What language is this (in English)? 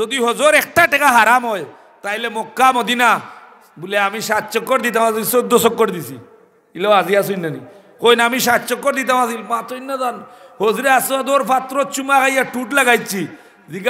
Sylheti